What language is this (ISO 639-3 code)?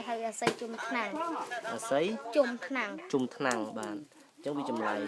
khm